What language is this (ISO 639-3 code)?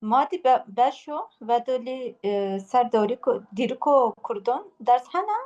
kur